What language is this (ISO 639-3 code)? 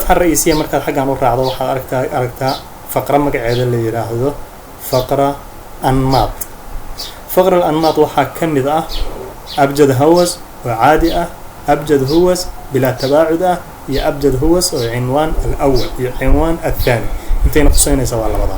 som